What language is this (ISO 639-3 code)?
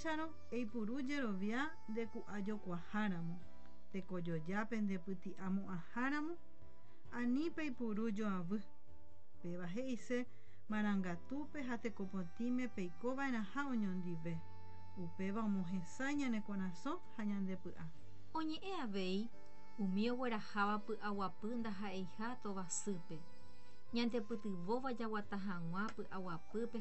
grn